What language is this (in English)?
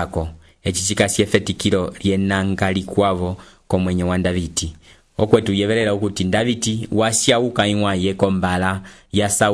Umbundu